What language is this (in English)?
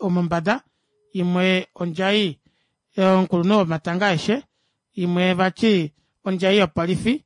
Kuanyama